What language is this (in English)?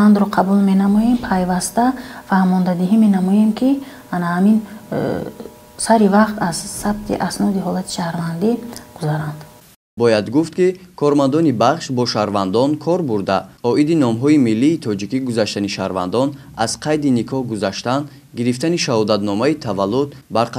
Tajik